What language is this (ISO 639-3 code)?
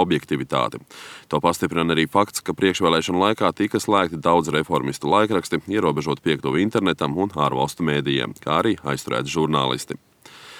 lav